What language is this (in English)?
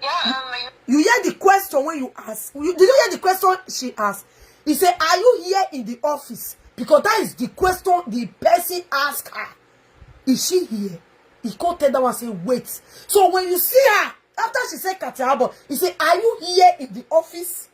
Nigerian Pidgin